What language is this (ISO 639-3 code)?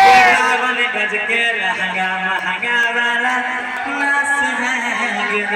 mai